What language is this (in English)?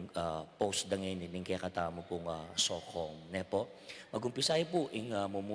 Pampanga